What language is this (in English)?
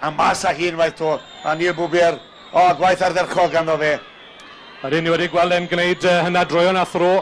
Welsh